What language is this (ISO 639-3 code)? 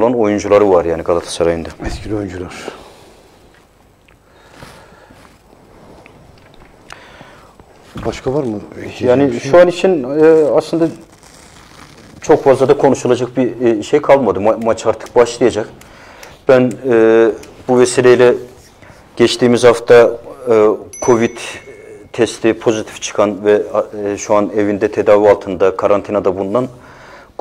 tur